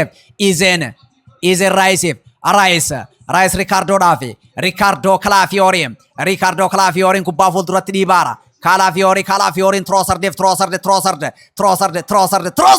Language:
Oromo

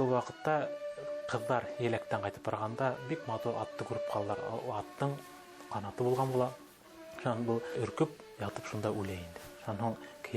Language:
Bashkir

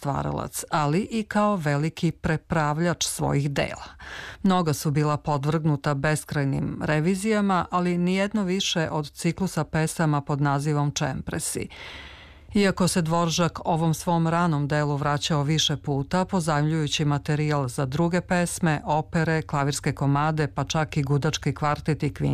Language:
Serbian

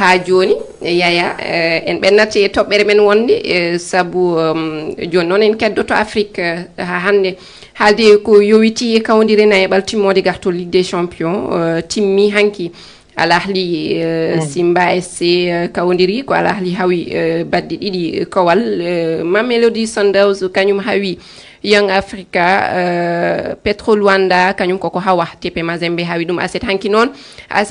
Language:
Fula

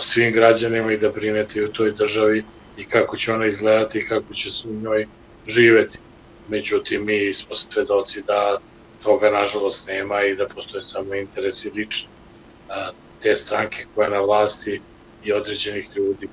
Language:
Serbian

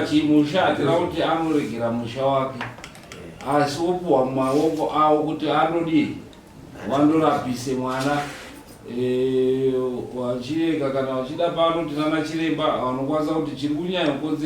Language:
Shona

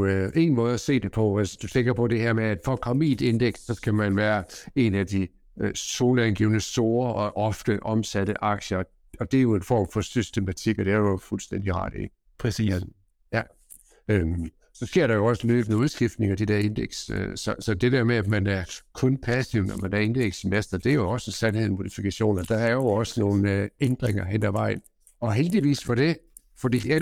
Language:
Danish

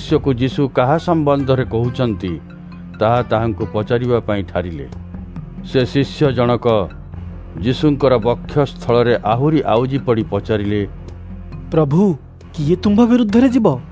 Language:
Odia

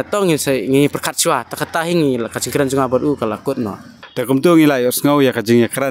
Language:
Khasi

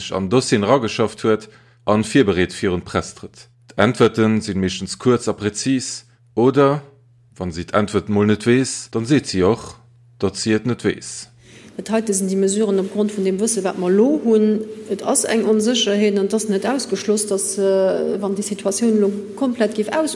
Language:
Luxembourgish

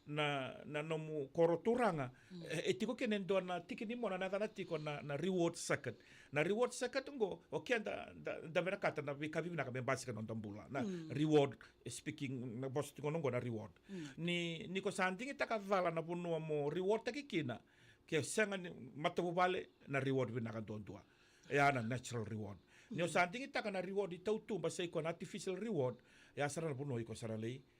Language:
Fijian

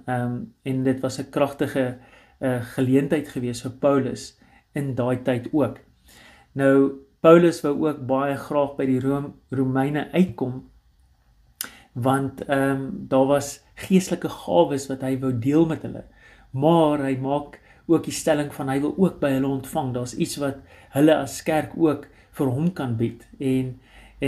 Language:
Afrikaans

